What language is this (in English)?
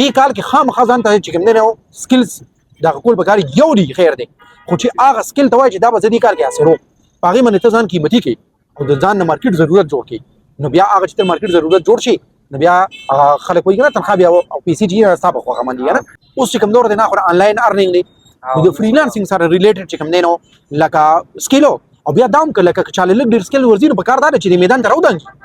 Pashto